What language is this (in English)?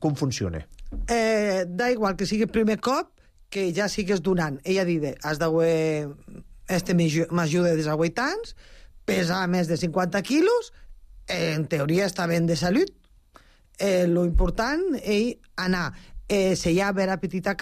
Catalan